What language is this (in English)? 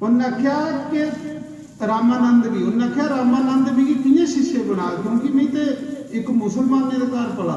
Dogri